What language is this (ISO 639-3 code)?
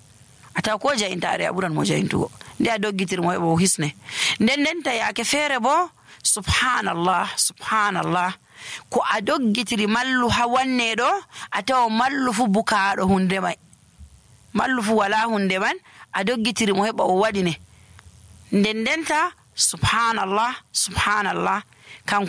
fuv